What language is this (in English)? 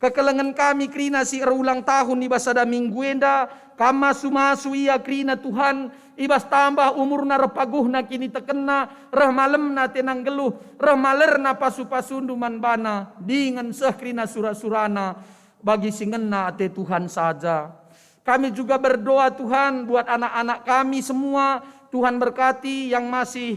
Batak Karo